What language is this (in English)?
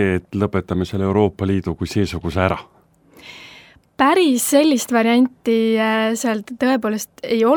Estonian